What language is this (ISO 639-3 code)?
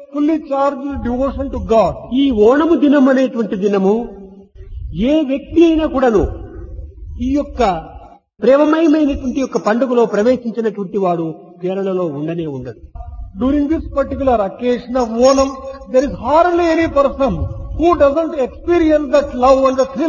tel